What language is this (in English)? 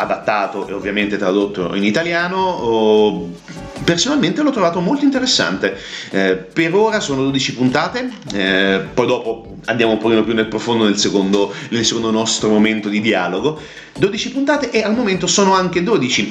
Italian